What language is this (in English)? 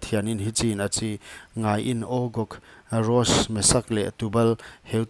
Paite Chin